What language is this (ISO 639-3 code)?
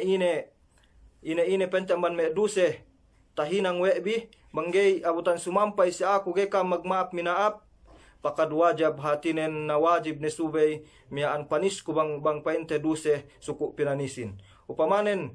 yka